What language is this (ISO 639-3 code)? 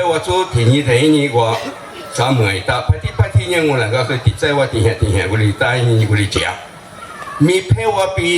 lis